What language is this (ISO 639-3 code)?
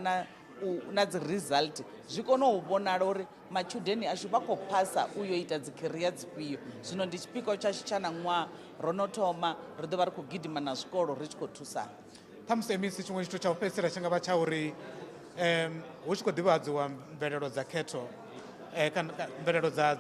ven